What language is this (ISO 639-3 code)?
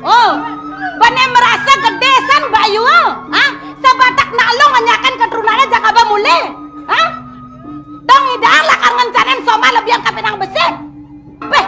ban